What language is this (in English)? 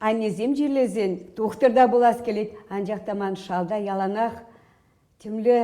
Chuvash